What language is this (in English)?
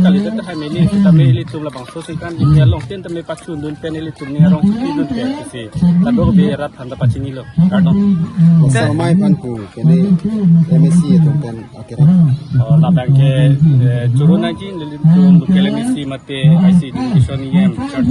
Karbi